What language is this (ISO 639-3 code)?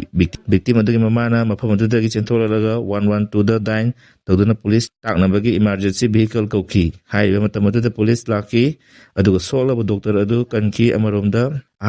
mni